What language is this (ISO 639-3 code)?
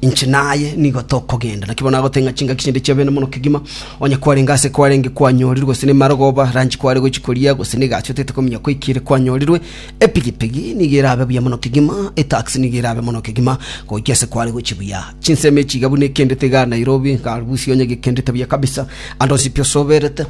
guz